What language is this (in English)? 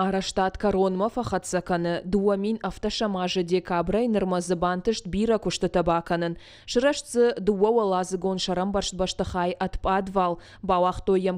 Ossetic